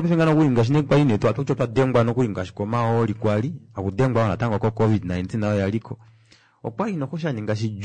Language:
Kuanyama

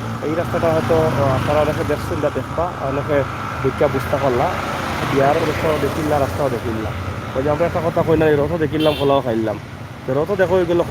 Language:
Sylheti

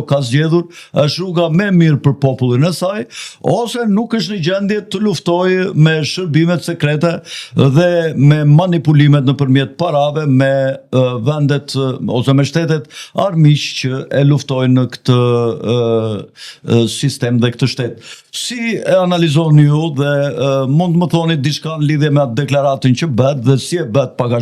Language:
Albanian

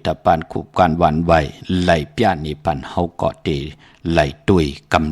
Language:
Shan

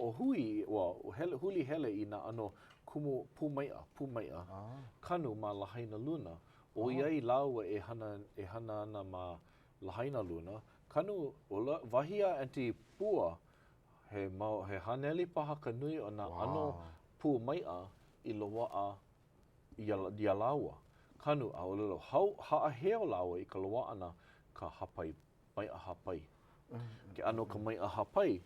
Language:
Hawaiian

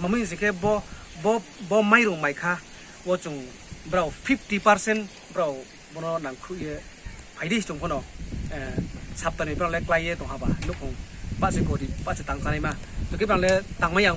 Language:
Riang (India)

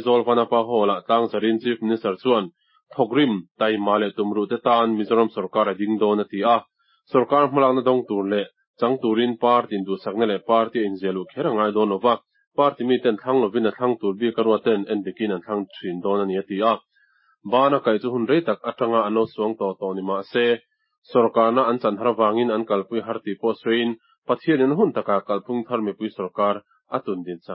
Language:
Mizo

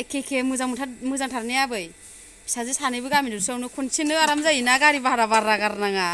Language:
Bodo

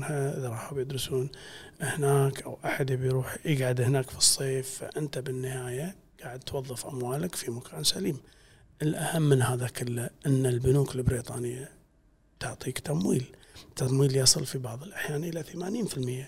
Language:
Gulf Arabic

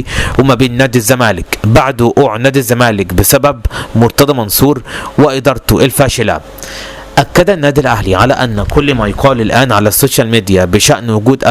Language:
Egyptian Arabic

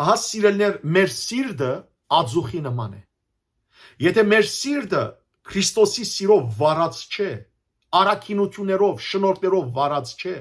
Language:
Western Armenian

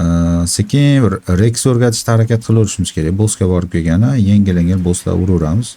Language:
Uzbek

